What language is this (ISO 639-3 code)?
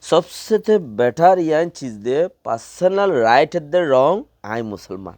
rhg